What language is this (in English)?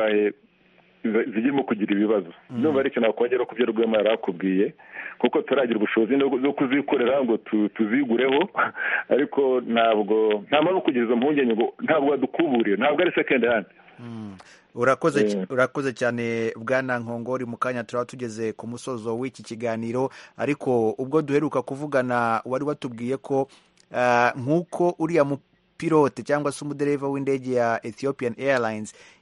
Kinyarwanda